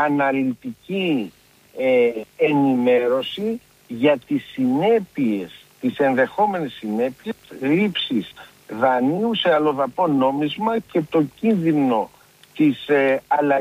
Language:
Greek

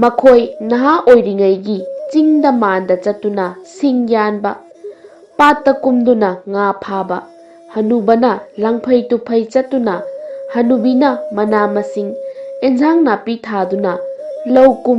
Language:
Manipuri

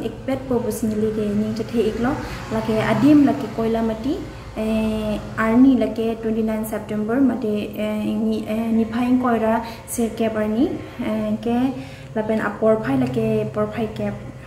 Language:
Karbi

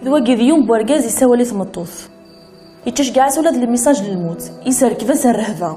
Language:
Kabyle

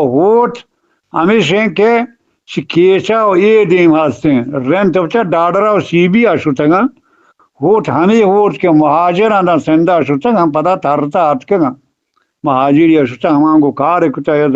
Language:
Eastern Balochi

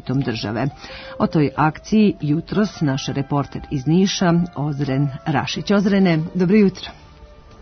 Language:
Serbian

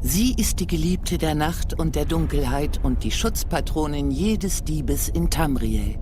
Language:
Swiss German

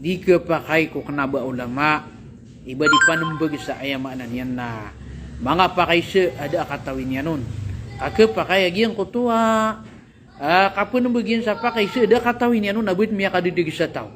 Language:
Maranao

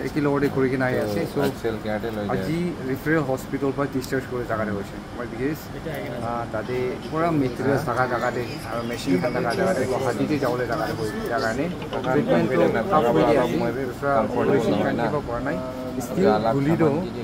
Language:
Naga Pidgin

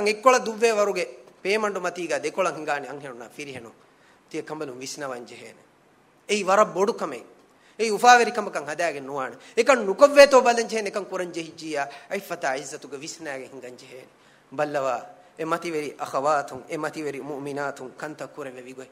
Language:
Divehi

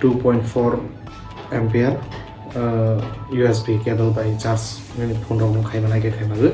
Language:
Kok Borok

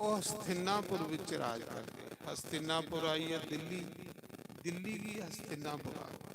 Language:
Dogri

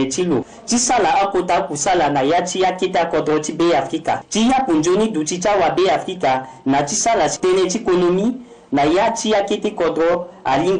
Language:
Sango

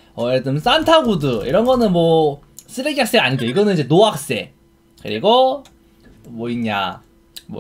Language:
Korean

